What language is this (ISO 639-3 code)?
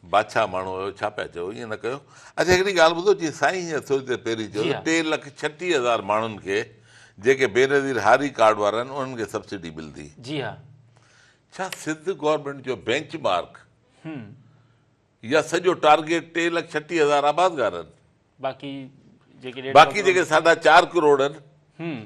snd